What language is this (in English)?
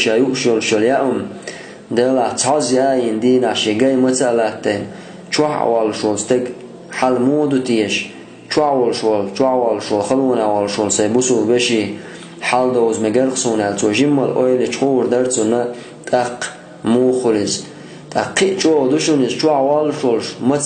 Chechen